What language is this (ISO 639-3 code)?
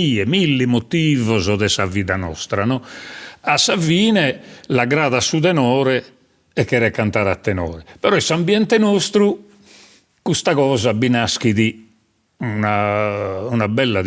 srd